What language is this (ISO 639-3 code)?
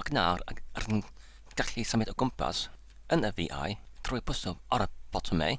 cym